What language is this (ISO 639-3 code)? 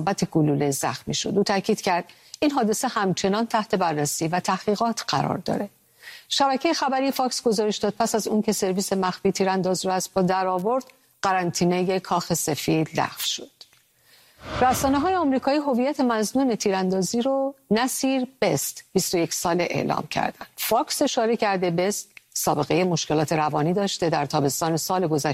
fas